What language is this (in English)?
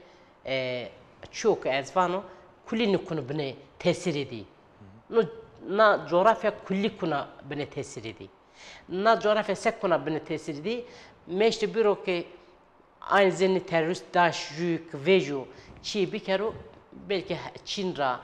Zaza